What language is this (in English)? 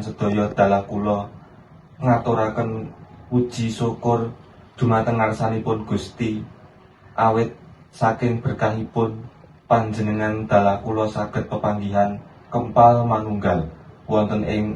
Javanese